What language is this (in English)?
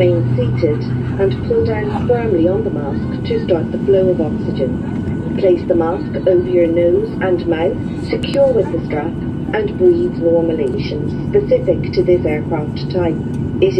English